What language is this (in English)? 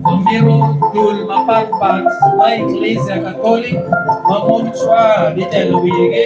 Acoli